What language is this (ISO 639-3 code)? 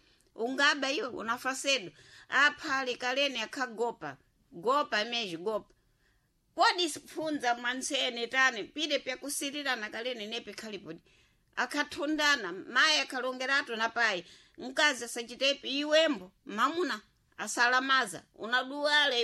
seh